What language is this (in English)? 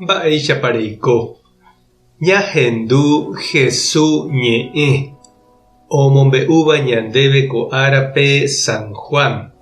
Guarani